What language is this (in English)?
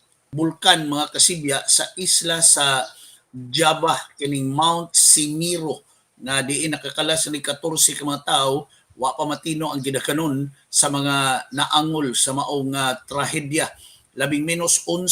Cebuano